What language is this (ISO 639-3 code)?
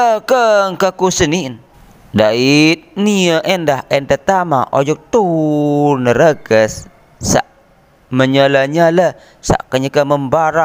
sas